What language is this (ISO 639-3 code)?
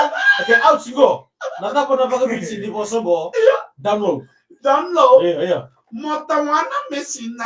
fij